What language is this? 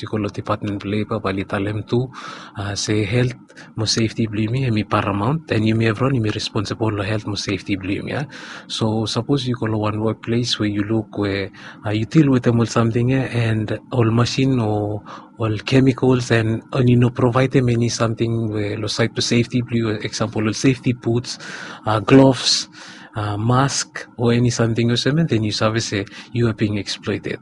Bislama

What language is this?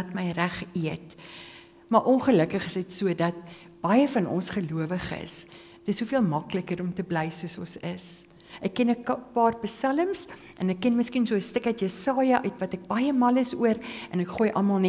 Afrikaans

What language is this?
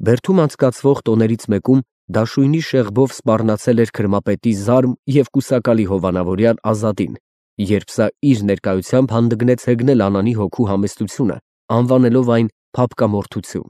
Armenian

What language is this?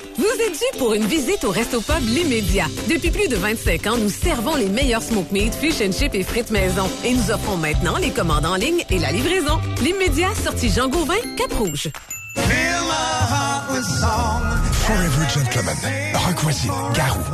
French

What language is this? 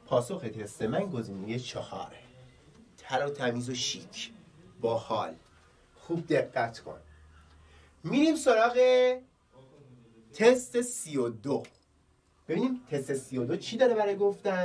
Persian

